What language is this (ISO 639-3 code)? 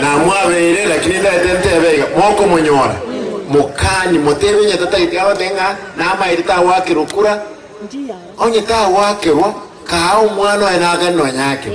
guz